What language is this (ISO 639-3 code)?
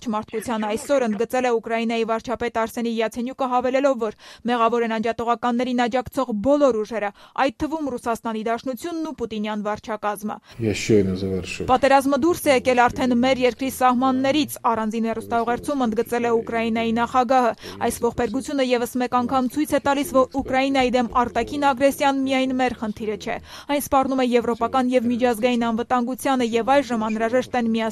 hye